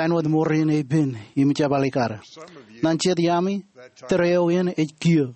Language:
Marshallese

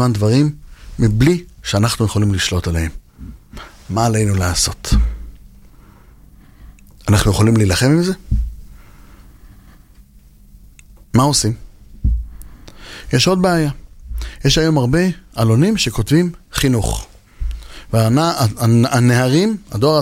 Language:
Hebrew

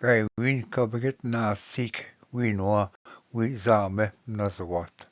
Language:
Ojibwa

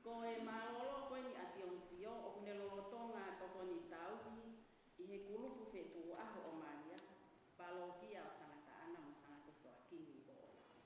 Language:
Tongan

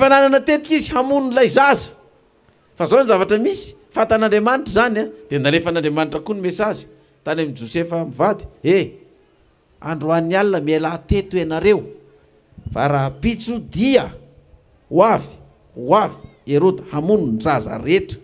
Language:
Malagasy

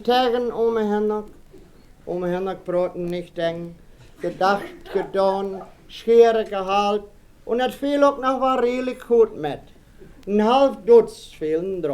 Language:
Westphalien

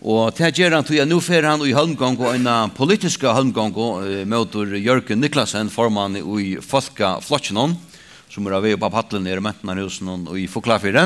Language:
Faroese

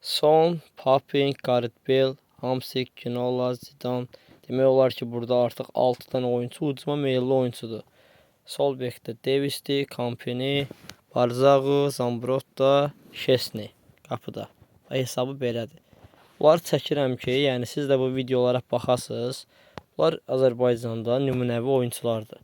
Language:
Azerbaijani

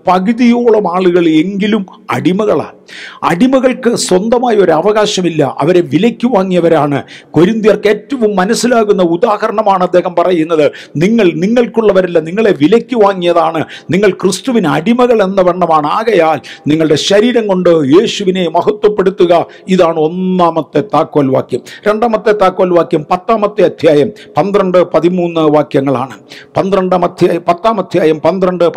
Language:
Malayalam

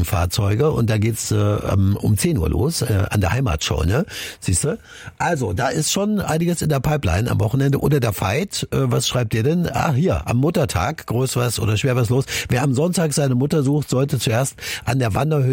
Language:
German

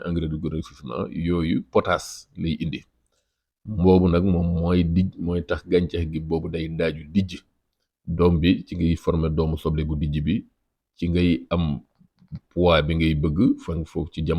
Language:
Wolof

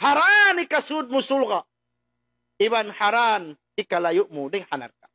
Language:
Tausug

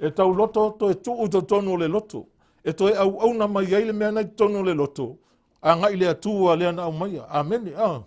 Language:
Samoan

